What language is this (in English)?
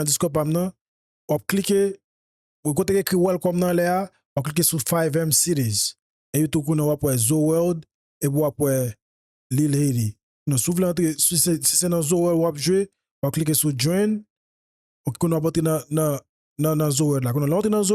Haitian Creole